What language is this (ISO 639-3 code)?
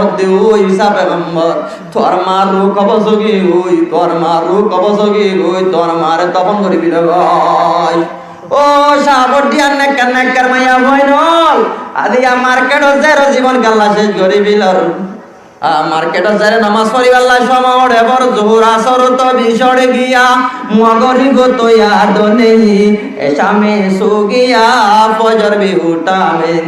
rhg